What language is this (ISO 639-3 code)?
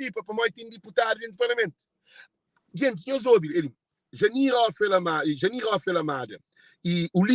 kea